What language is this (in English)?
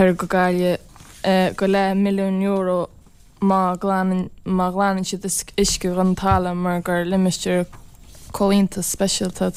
Irish